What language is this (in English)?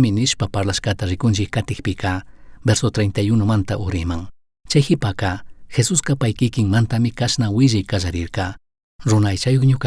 Chimborazo Highland Quichua